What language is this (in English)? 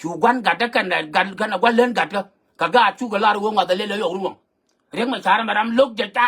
Nuer